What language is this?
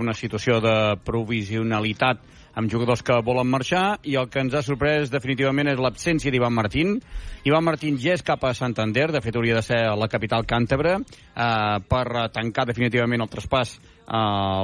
Catalan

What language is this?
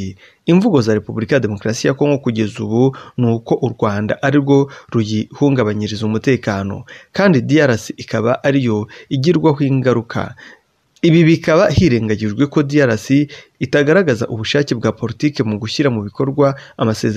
Kinyarwanda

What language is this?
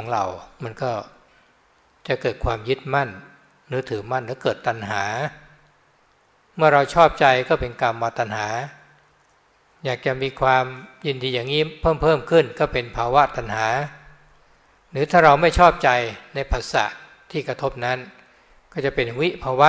Thai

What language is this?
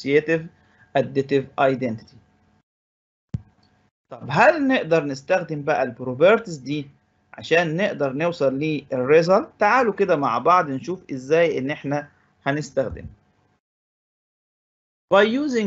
Egyptian Arabic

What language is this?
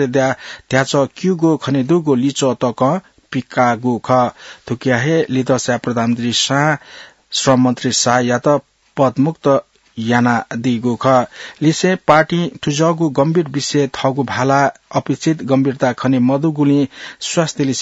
Newari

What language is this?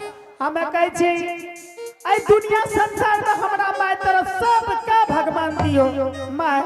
Angika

